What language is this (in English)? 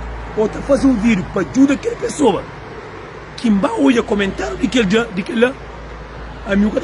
Kabuverdianu